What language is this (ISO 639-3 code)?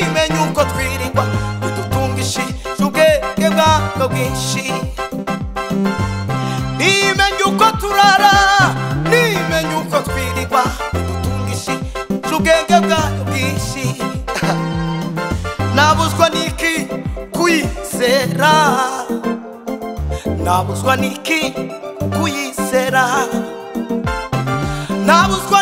kin